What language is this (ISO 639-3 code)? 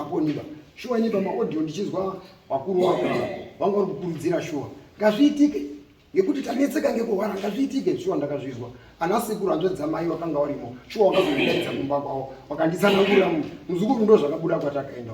sna